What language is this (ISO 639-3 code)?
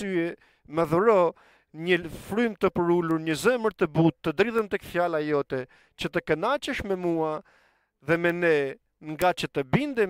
sqi